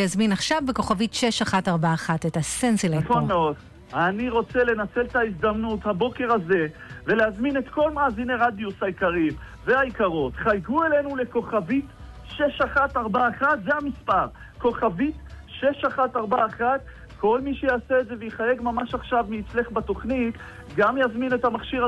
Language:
Hebrew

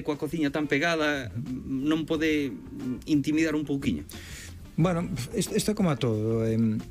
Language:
Galician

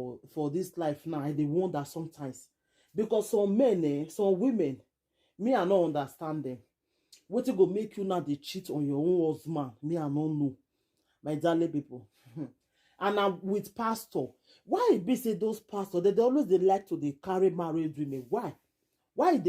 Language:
Nigerian Pidgin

